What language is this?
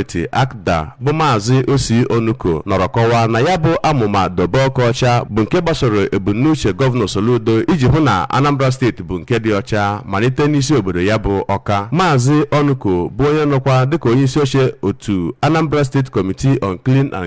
Igbo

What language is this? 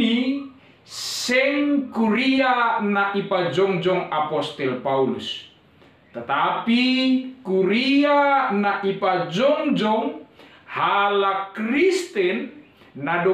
Batak Simalungun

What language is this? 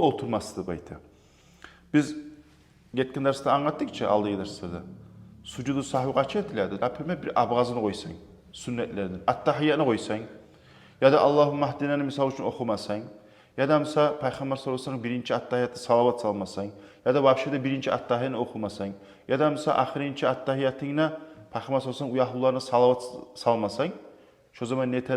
Kumyk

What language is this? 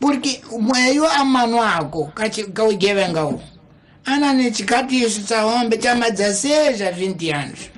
Tsonga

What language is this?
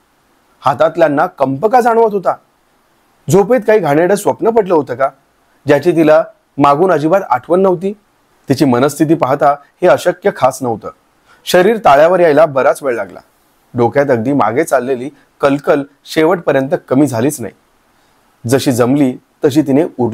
Marathi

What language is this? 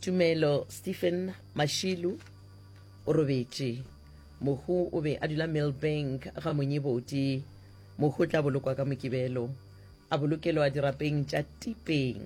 Northern Sotho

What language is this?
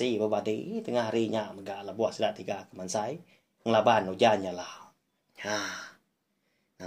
Iban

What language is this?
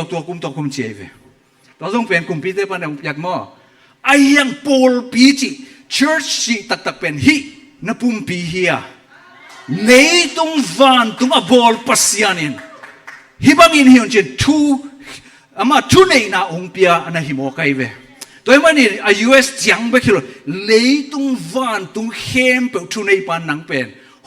Tedim Chin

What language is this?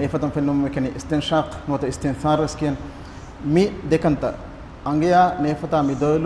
Divehi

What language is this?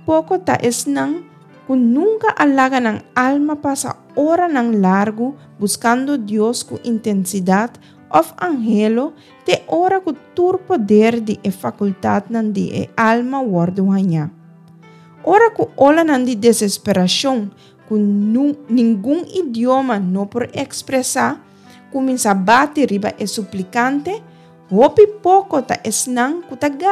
Papiamento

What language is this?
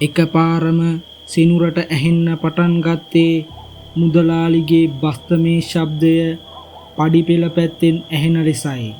Sinhala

